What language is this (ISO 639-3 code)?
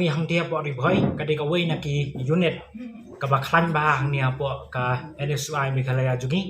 kha